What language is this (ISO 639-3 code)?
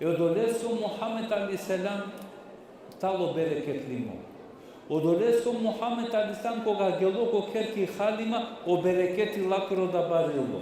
rmn